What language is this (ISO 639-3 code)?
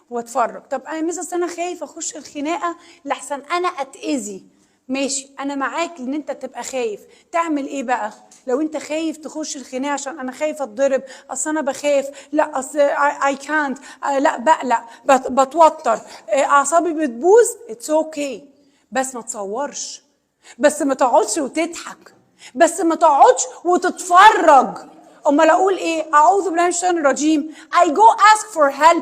arz